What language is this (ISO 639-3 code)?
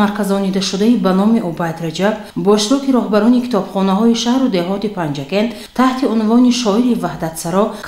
tgk